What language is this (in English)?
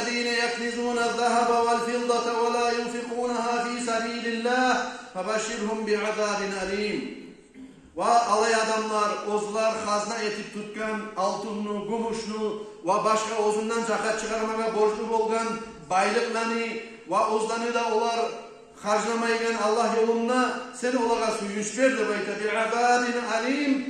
Kumyk